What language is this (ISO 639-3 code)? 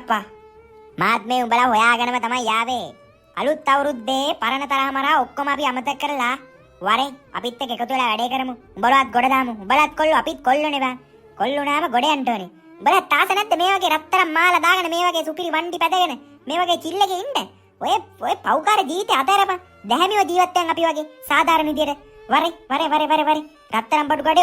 sin